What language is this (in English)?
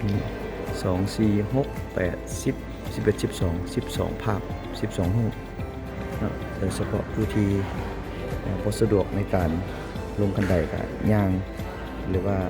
Lao